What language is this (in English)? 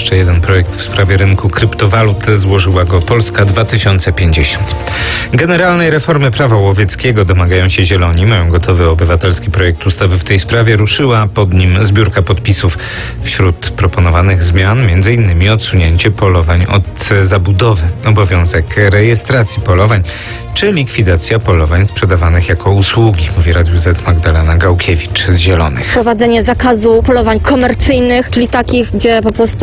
Polish